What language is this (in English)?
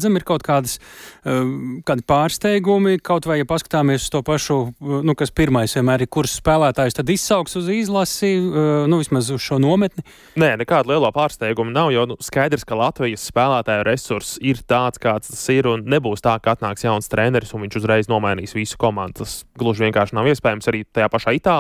Latvian